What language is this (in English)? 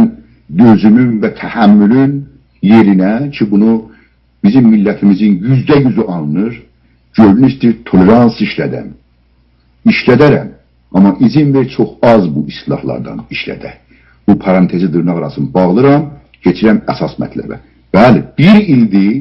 South Azerbaijani